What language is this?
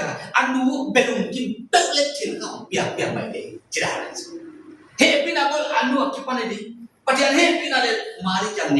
Paite Chin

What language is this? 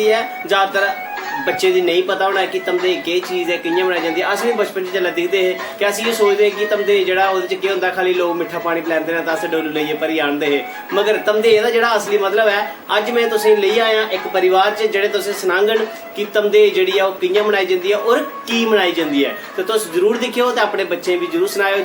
Dogri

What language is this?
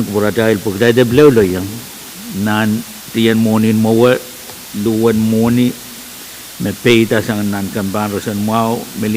Pohnpeian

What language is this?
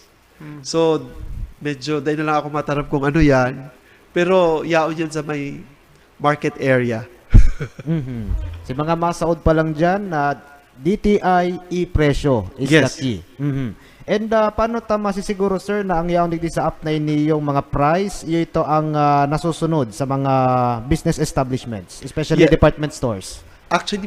Bikol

